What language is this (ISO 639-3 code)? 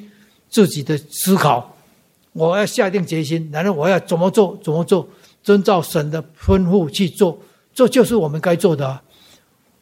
zho